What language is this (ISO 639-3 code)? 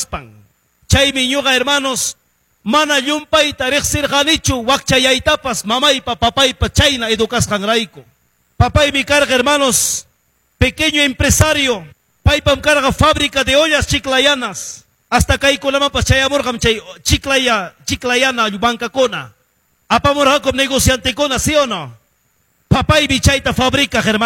que